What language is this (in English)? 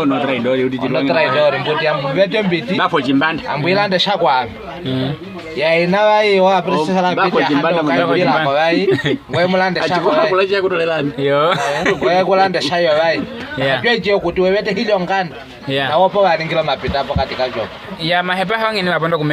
Nyaneka